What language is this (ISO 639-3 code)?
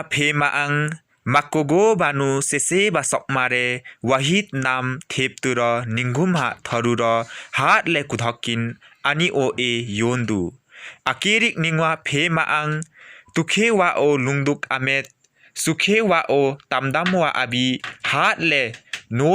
lif